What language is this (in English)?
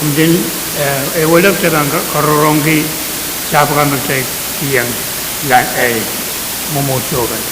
Pohnpeian